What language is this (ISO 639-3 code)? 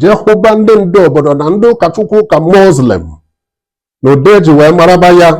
ibo